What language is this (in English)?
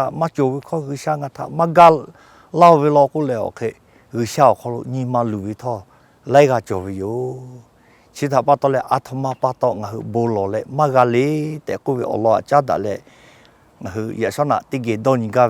Lahu